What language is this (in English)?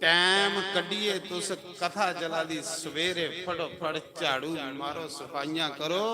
Dogri